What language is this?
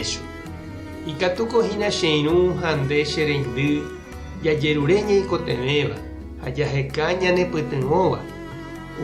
Guarani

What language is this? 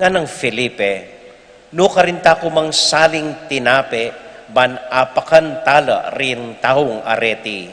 Pampanga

